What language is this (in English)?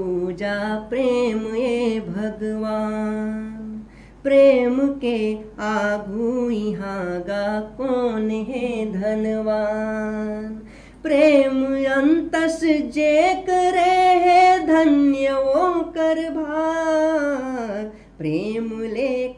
Chhattisgarhi